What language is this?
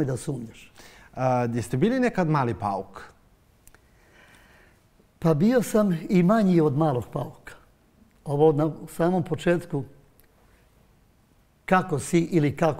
Serbian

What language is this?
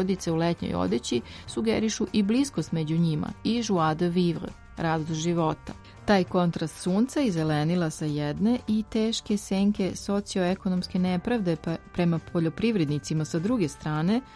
Serbian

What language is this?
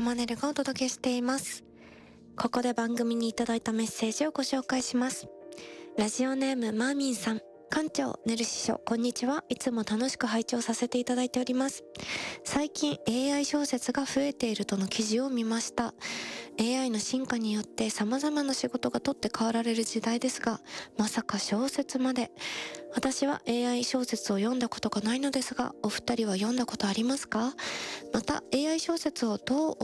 Japanese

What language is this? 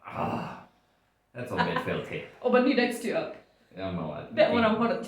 Plautdietsch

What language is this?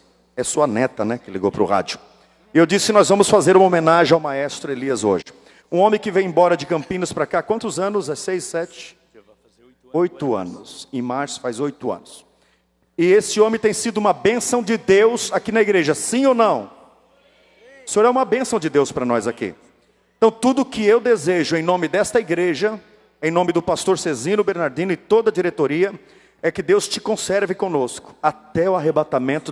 Portuguese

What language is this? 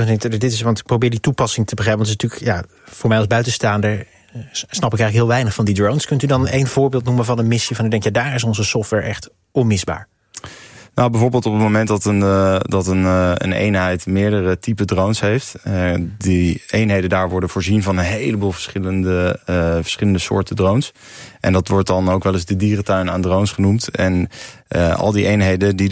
Dutch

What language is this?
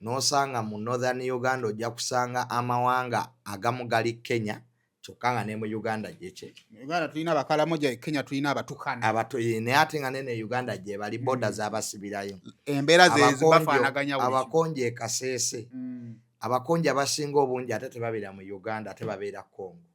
Ganda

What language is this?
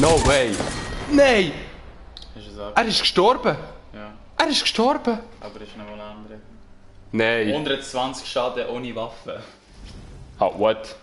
Swiss German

